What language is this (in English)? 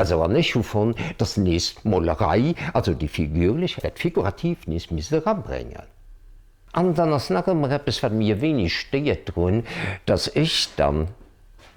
Luxembourgish